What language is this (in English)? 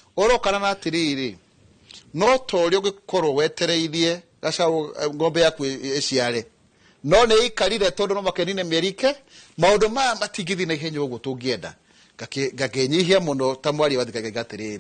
Kikuyu